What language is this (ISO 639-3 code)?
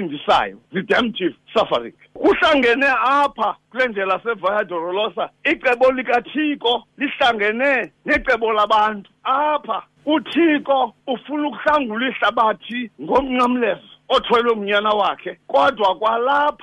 xho